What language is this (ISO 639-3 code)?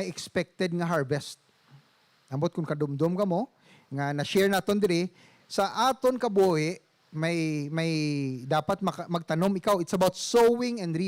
hil